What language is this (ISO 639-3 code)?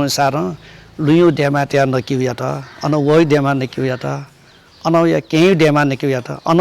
new